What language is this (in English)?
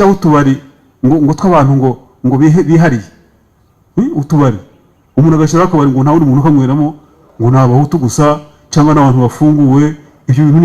Kinyarwanda